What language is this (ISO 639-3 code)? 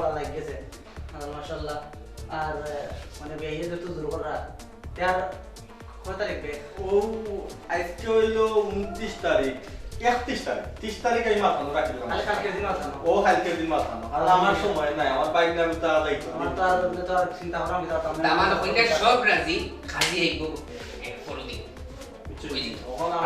syl